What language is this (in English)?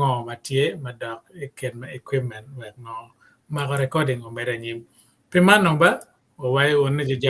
Acoli